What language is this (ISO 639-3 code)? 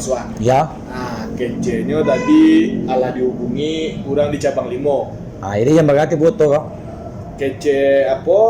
min